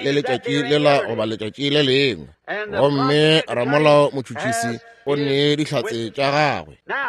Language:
Northern Sotho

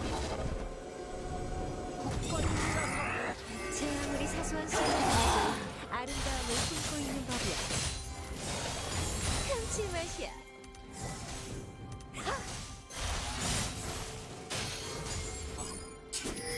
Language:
Korean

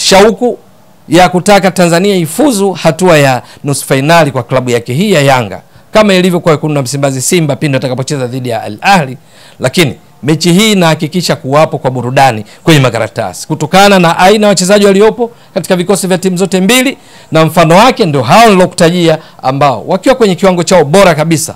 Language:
Swahili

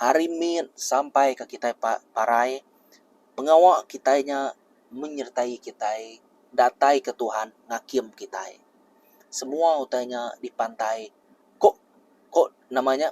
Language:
Iban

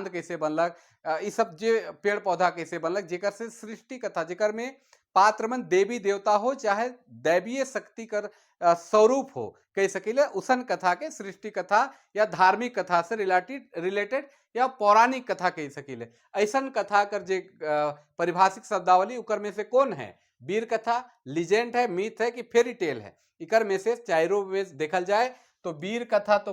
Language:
Sadri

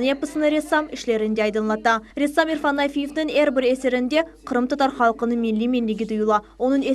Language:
Crimean Tatar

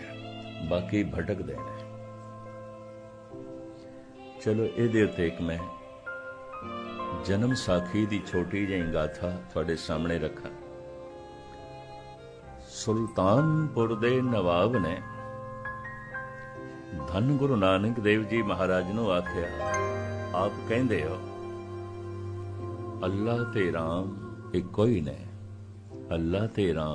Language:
Punjabi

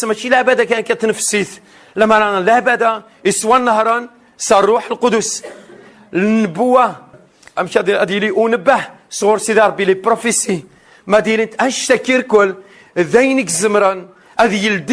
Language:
Kabyle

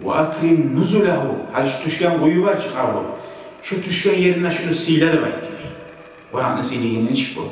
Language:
Kumyk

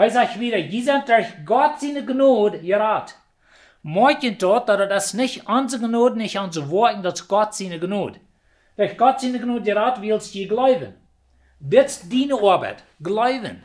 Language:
Plautdietsch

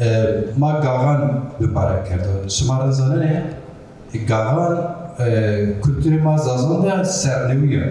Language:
Zaza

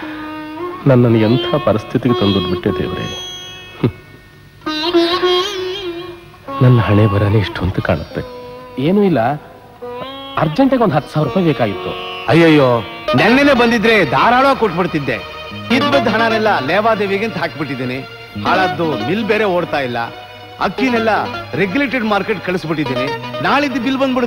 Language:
Kannada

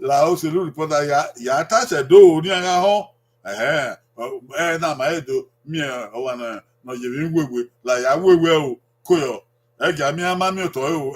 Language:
Bini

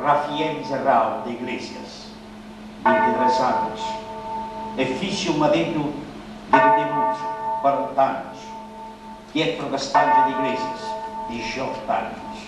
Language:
Sardinian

